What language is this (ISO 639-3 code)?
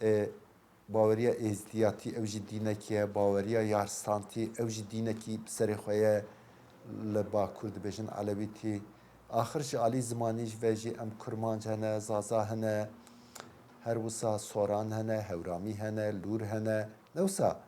kur